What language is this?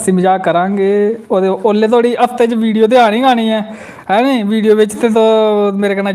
Dogri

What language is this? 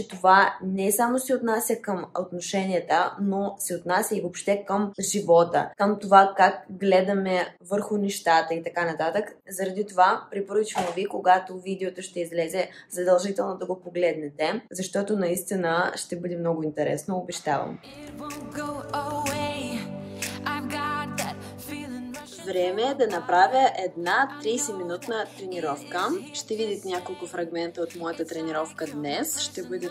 Bulgarian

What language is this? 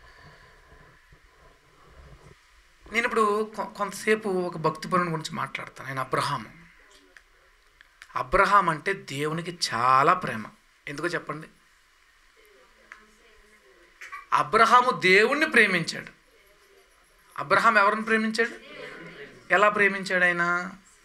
Telugu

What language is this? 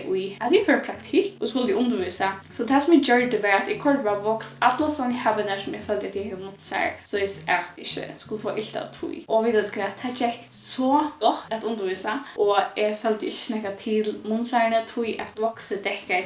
Faroese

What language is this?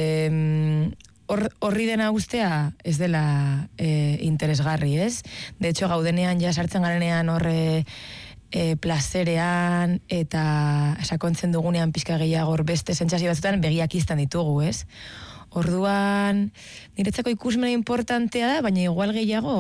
Basque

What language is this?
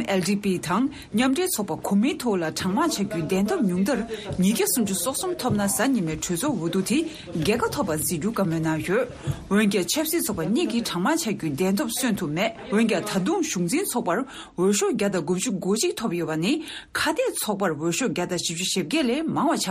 Tibetan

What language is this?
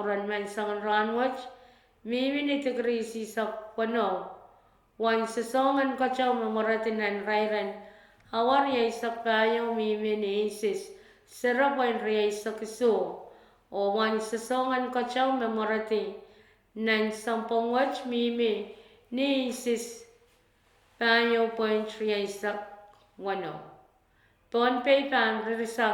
Pohnpeian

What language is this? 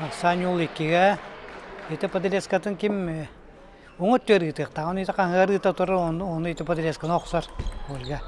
Yakut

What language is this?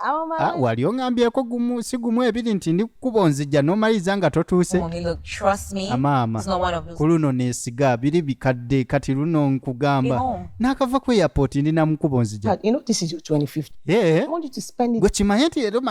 Ganda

